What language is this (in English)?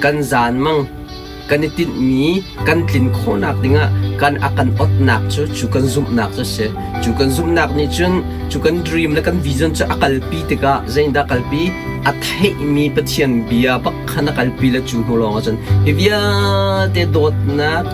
Hakha Chin